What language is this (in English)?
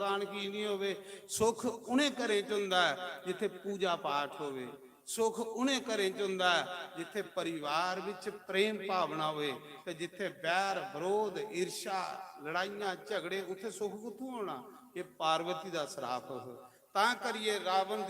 Dogri